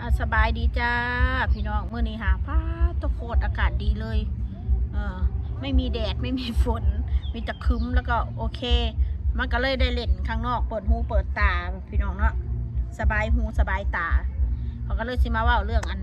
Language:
Northeastern Thai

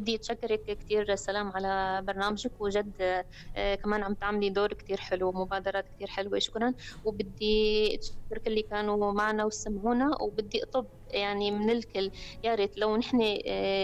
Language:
North Levantine Arabic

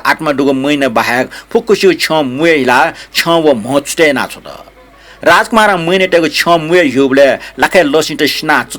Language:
Newari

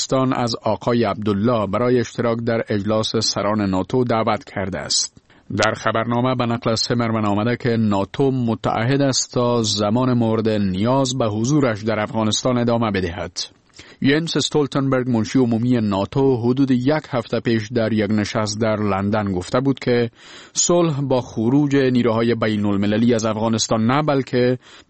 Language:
Persian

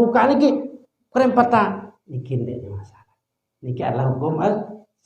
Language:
Sasak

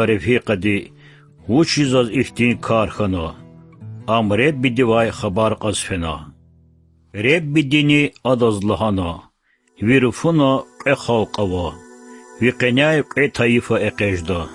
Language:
Lezghian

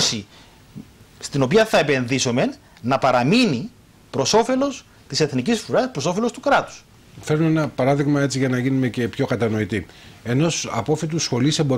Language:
Greek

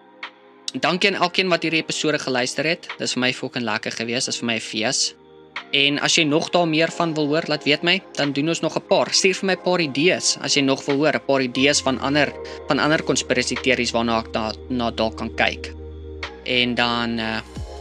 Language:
Afrikaans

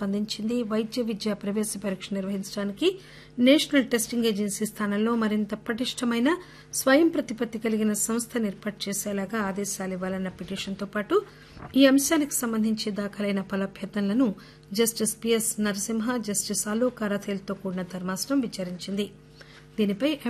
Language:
Telugu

